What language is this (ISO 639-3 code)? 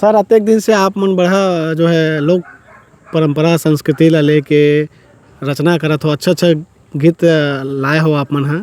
hne